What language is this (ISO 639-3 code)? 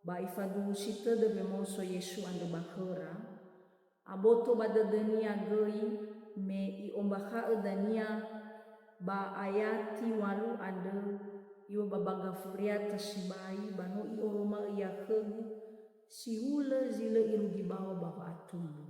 nia